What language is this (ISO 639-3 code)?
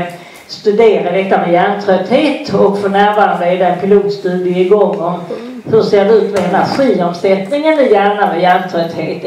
swe